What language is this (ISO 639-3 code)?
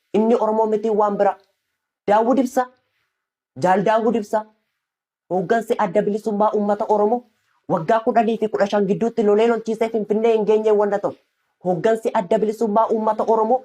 orm